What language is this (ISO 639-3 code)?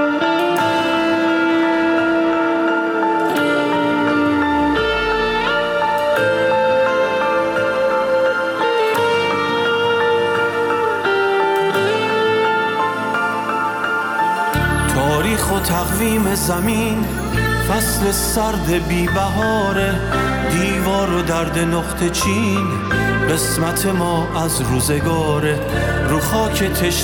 fas